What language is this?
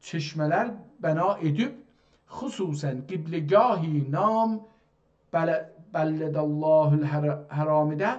South Azerbaijani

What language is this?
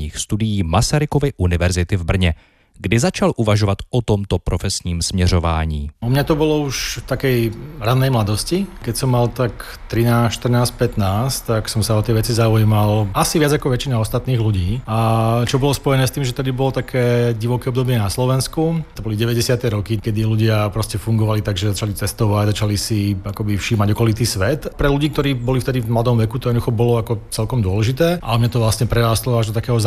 Slovak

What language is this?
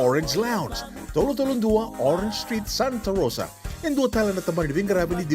Fijian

